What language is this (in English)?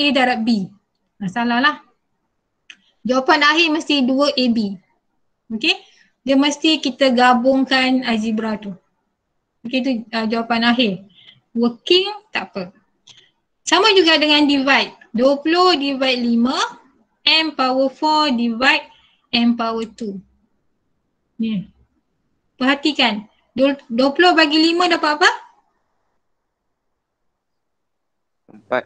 Malay